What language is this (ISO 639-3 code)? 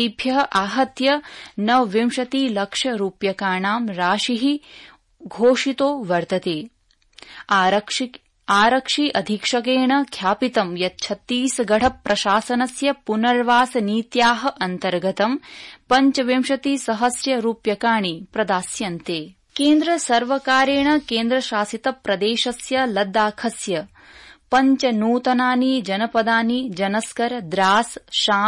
san